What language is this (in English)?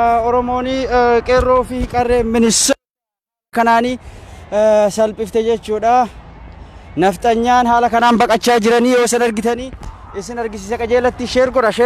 Oromo